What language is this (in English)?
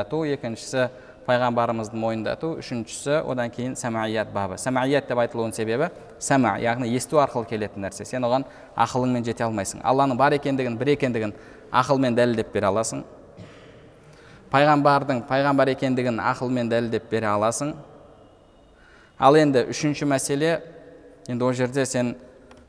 Kazakh